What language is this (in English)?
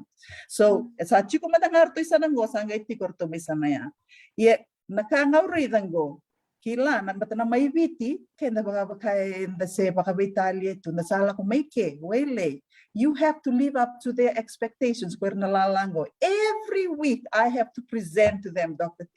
Fijian